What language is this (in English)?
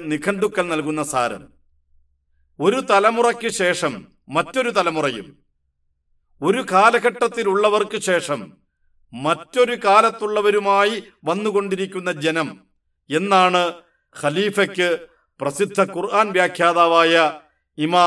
Malayalam